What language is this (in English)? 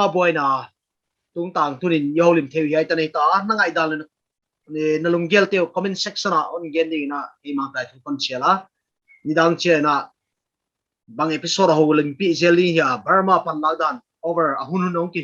Paite Chin